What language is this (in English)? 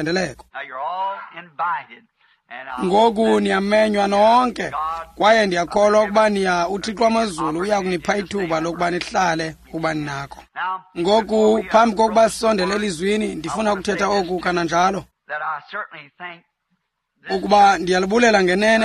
Xhosa